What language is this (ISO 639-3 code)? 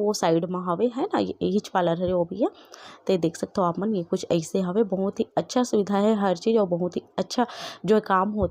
hne